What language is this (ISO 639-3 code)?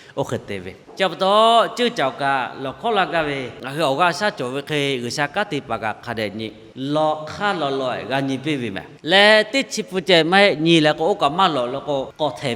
lhu